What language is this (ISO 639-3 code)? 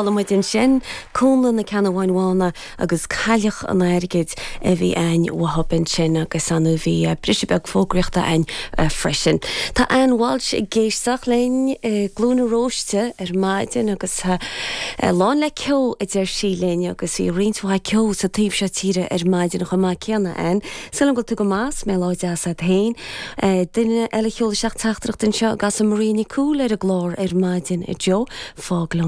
gle